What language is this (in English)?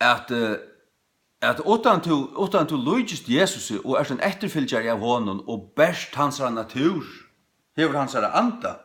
Faroese